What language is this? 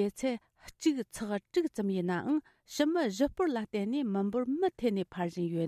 Tibetan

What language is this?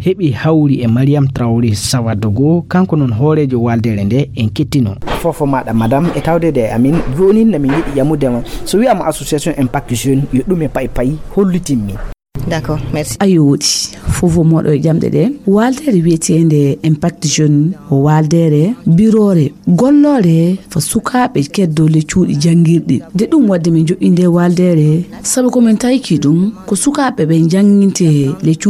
Fula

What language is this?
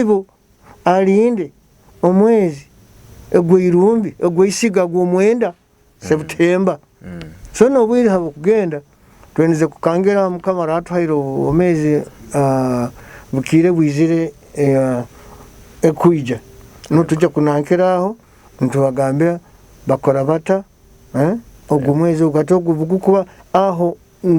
Nyoro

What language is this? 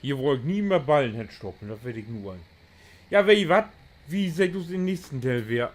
Low German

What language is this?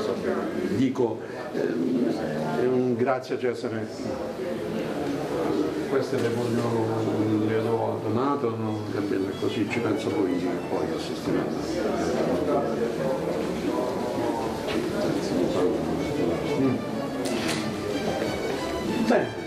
Italian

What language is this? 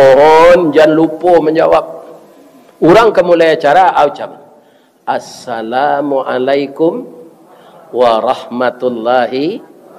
Minangkabau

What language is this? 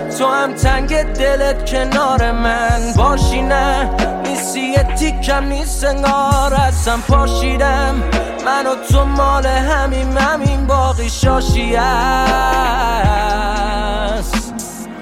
Persian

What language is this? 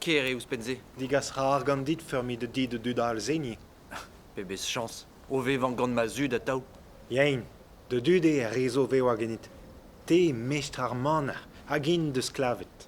Breton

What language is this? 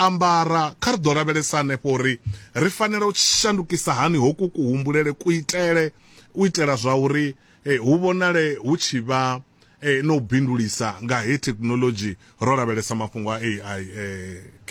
Venda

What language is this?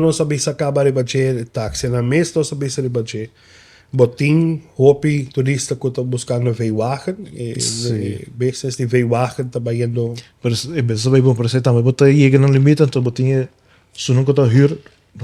Papiamento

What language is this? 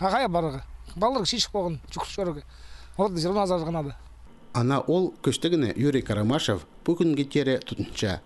Khakas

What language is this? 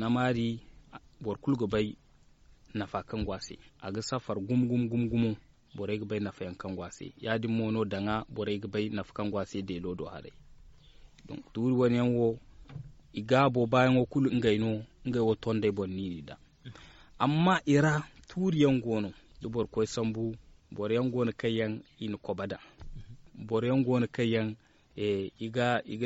Zarma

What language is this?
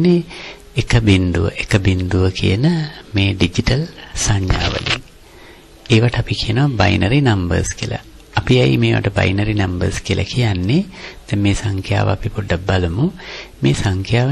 Sinhala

